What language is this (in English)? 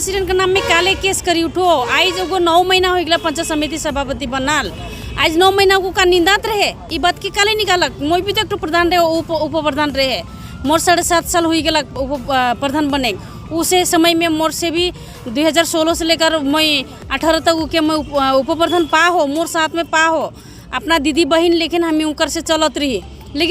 Sadri